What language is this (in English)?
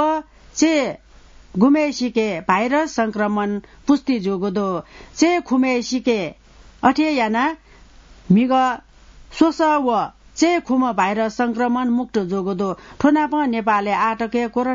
Newari